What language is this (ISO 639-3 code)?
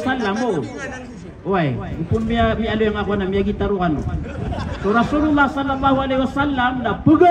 mrw